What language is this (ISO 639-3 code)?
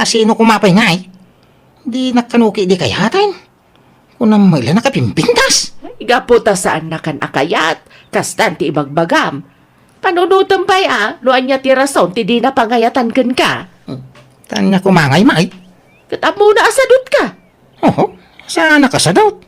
ilo